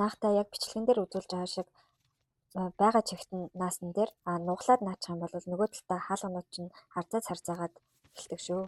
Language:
Mongolian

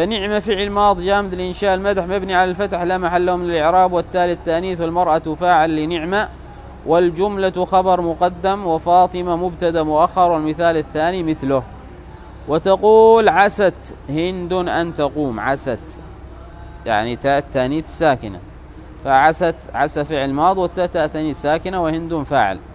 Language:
Arabic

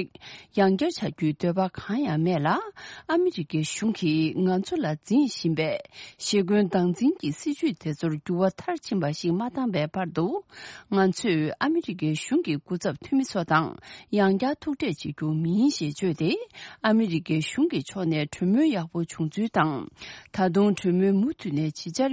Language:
Tibetan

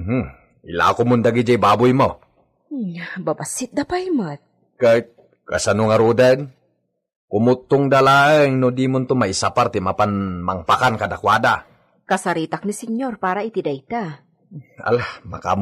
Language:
Iloko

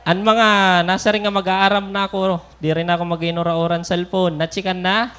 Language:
Waray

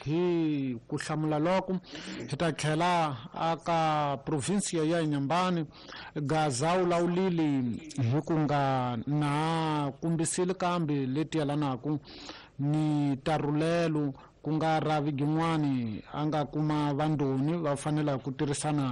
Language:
Tsonga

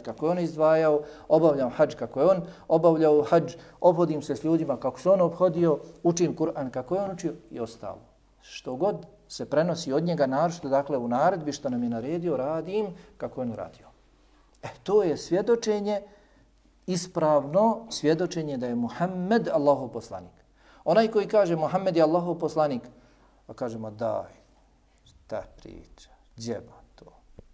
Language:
Bosnian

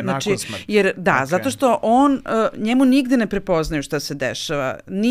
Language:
Serbian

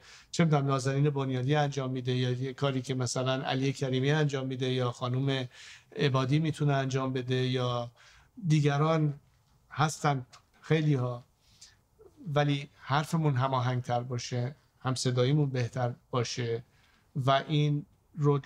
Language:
Persian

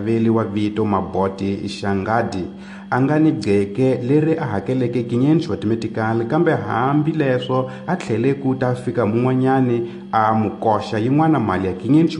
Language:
Tsonga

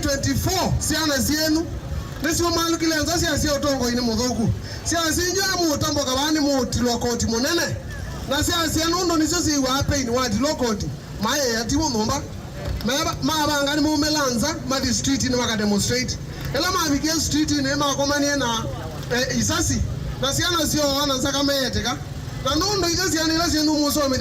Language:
Kamba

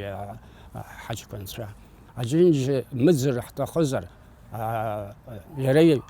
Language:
Abkhazian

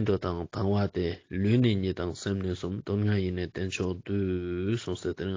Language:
Ladakhi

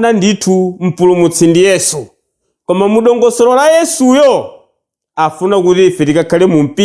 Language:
Nyanja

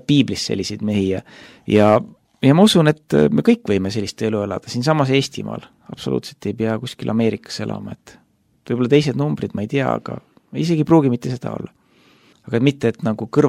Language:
Estonian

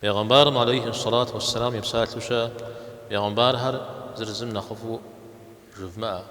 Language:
Kabardian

